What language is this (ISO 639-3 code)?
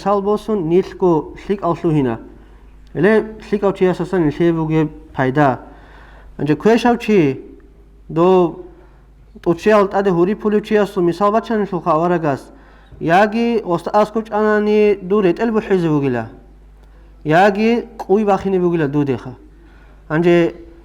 ava